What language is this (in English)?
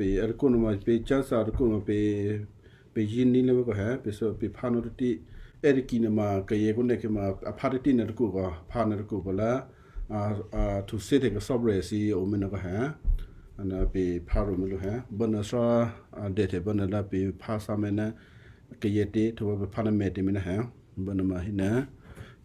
Western Kayah